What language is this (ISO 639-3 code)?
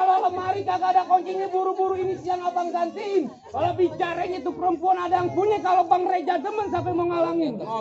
bew